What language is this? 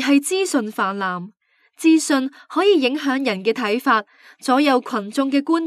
Cantonese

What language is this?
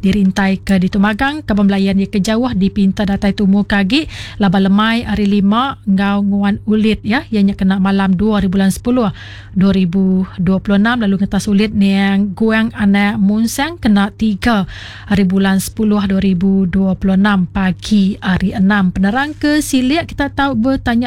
Iban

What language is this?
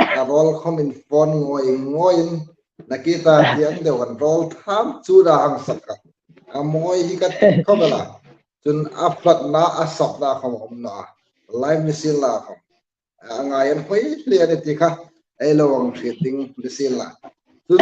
Hmar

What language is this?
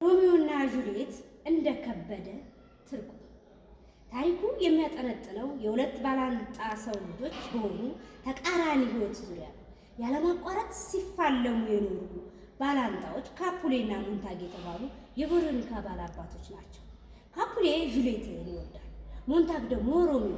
Amharic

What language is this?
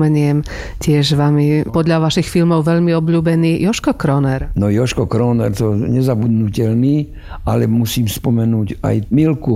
Slovak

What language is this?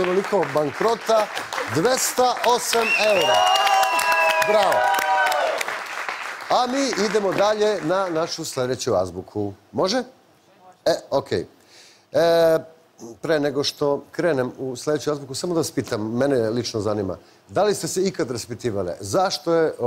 Serbian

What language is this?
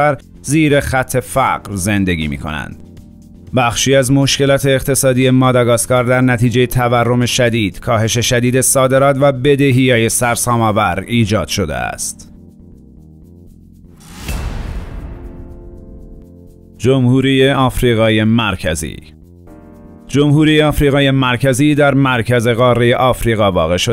Persian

